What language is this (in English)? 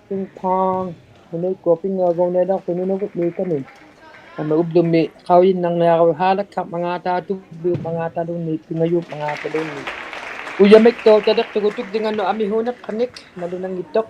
Inuktitut